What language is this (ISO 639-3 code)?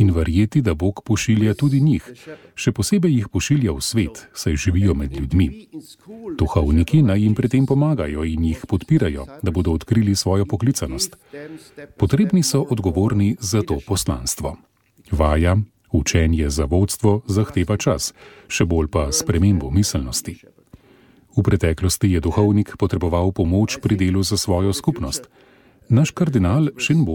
slv